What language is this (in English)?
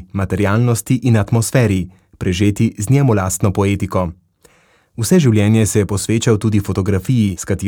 Slovenian